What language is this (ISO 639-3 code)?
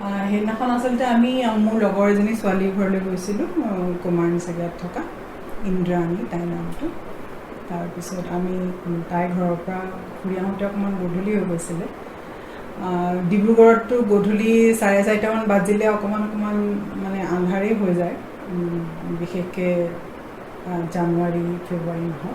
asm